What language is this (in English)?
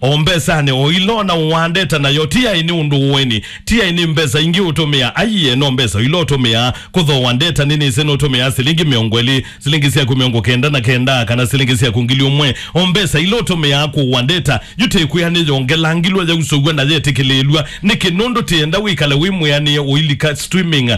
Kamba